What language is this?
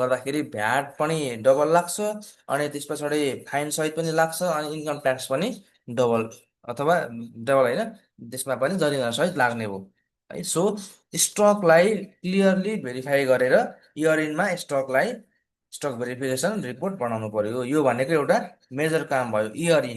Nepali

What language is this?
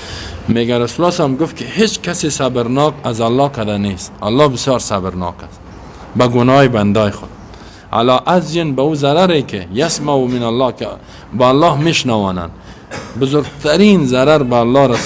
Persian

